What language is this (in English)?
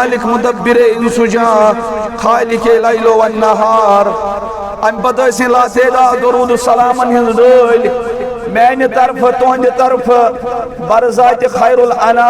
Kashmiri